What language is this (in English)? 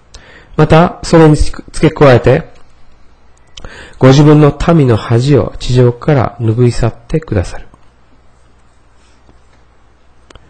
Japanese